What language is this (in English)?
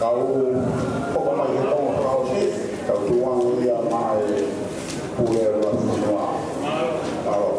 Tongan